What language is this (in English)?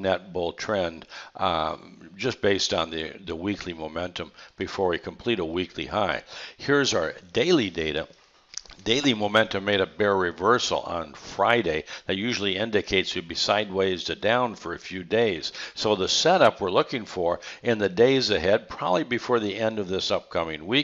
English